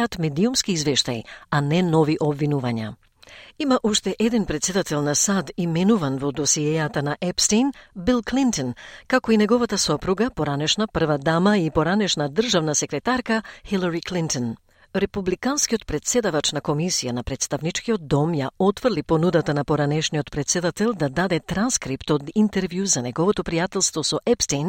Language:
Macedonian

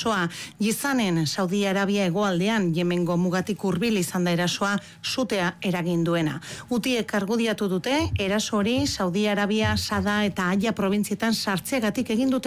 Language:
Basque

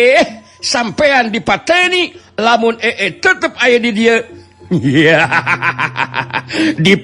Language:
Sundanese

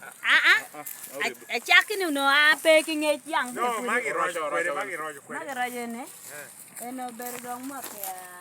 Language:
Lango (Uganda)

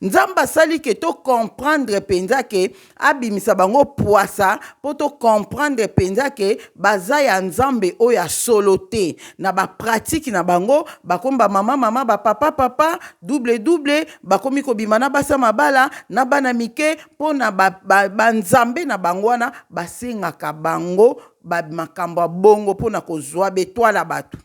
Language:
Lingala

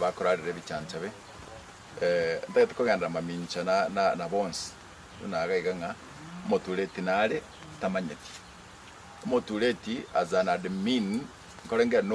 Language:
Gusii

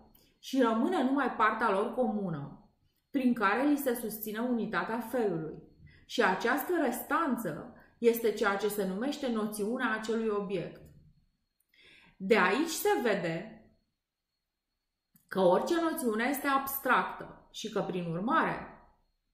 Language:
Romanian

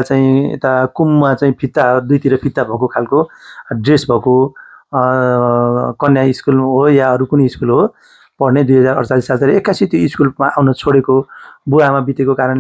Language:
Nepali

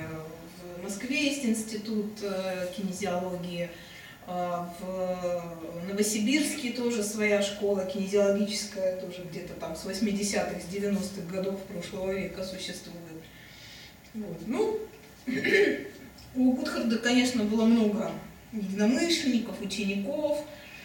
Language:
Russian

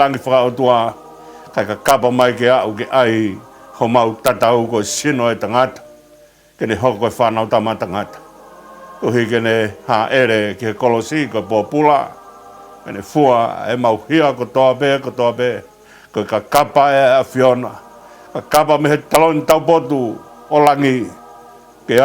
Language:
Tongan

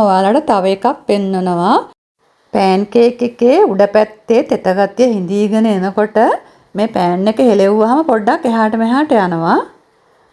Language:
Sinhala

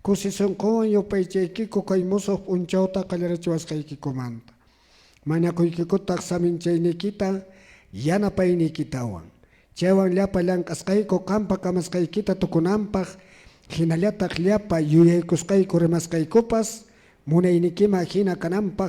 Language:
Quechua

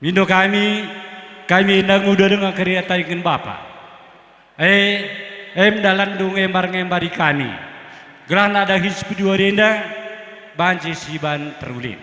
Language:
Batak Karo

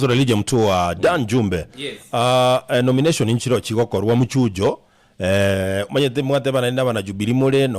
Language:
Gusii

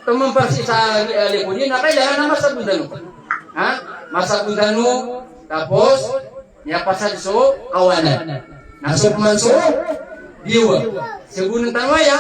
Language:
Maranao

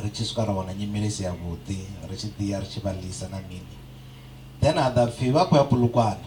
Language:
Venda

